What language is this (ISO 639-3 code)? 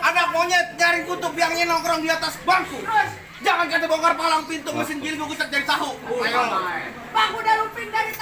bew